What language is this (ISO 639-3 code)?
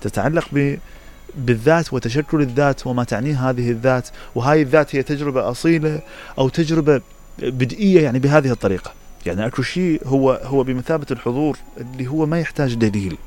acm